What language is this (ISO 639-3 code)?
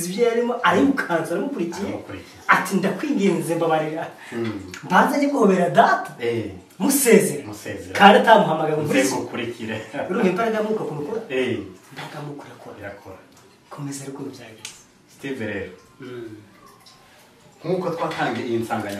kin